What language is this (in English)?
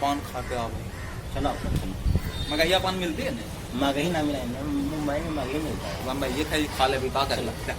Magahi